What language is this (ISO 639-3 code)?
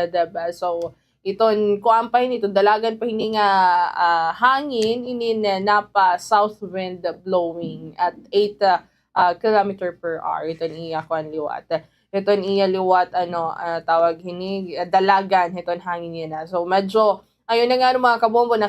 war